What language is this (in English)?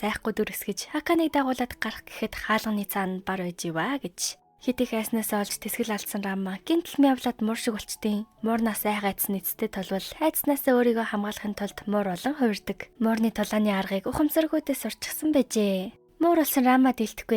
Mongolian